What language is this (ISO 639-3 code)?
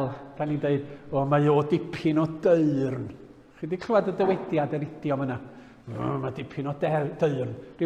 cym